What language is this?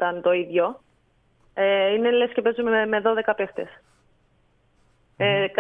Greek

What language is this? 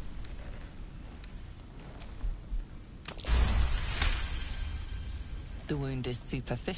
English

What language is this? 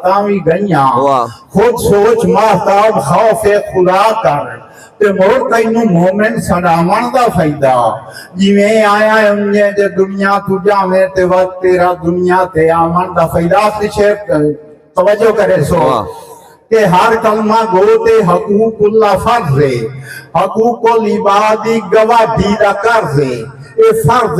Saraiki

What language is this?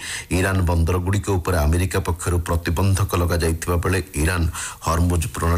Odia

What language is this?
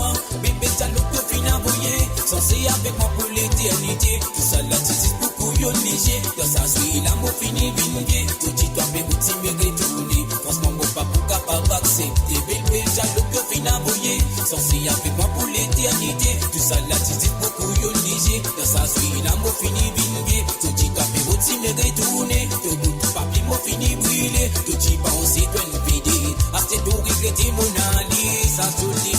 Morisyen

